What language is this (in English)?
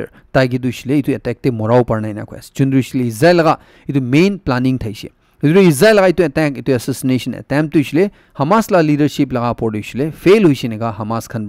Naga Pidgin